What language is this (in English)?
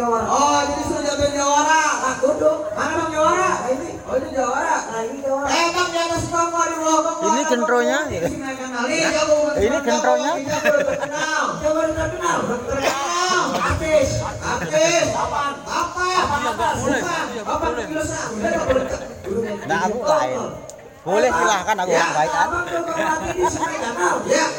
Betawi